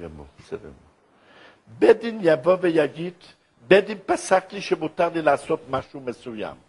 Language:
Hebrew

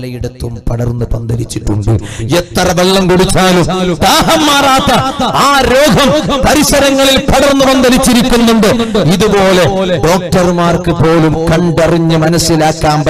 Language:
Malayalam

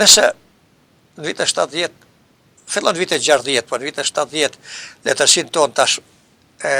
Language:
Albanian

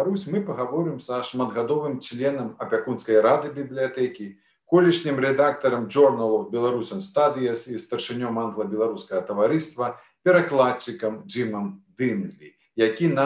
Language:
Belarusian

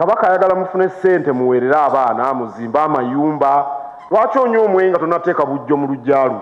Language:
Ganda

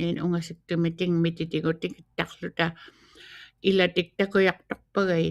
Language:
Western Canadian Inuktitut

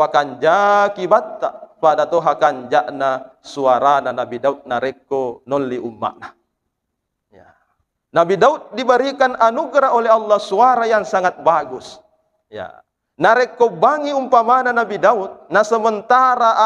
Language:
Buginese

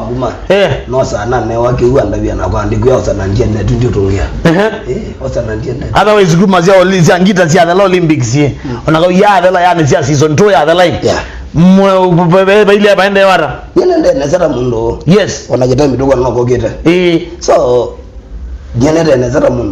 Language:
Kamba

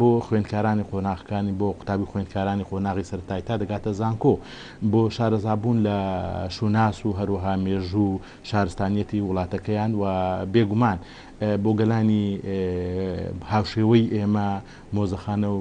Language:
Central Kurdish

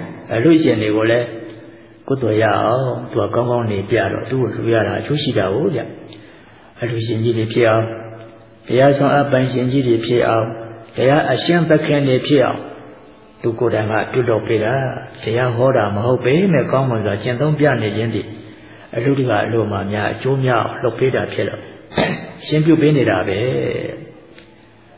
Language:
Burmese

